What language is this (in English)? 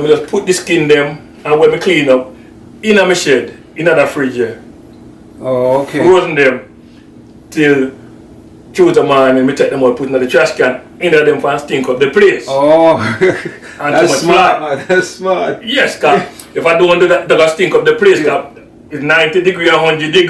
Jamaican Creole English